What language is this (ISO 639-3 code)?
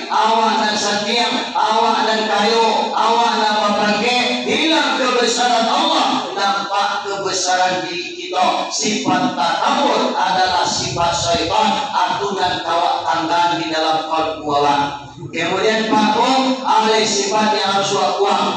min